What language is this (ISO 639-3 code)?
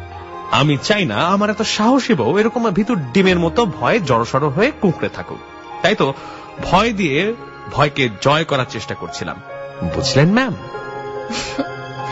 ben